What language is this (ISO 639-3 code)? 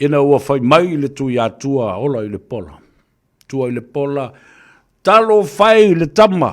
smo